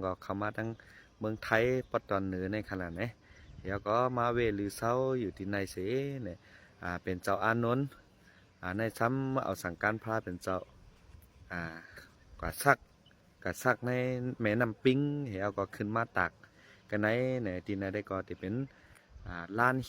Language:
Shan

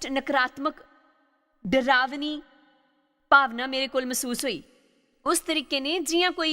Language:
Dogri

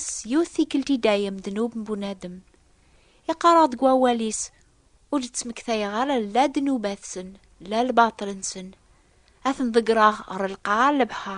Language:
Kabyle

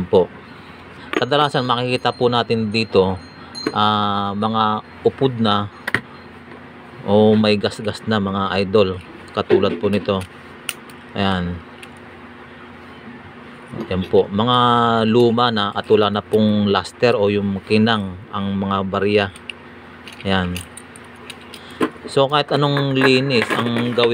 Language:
Filipino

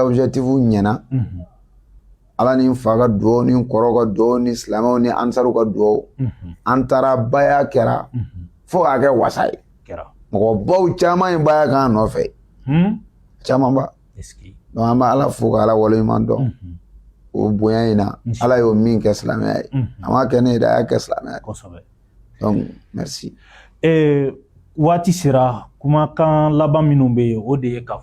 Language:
Bambara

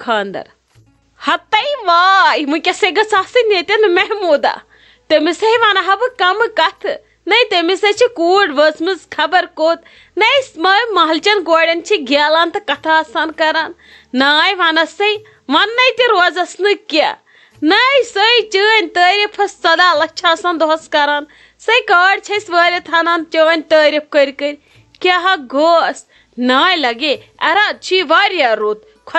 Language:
Kashmiri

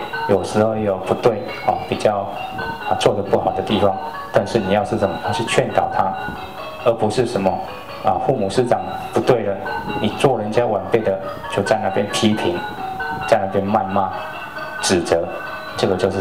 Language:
Chinese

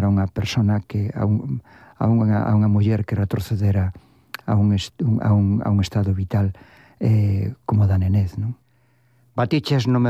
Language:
Galician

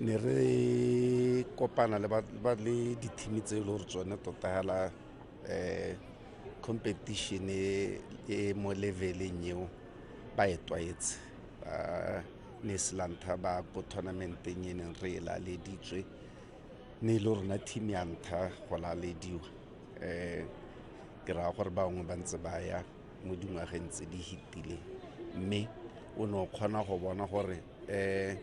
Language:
Tswana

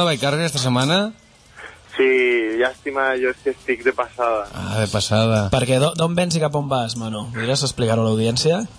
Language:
Catalan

